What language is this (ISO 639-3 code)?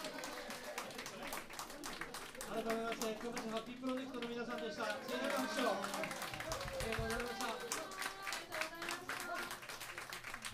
jpn